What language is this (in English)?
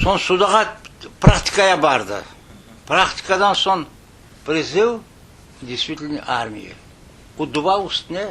Crimean Tatar